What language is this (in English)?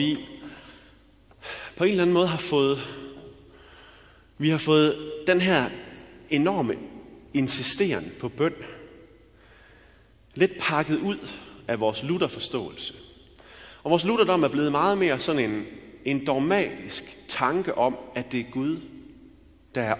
Danish